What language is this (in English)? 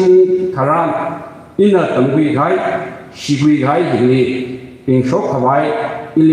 Tangkhul Naga (India)